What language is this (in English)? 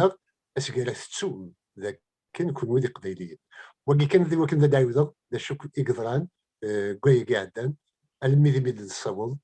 Kabyle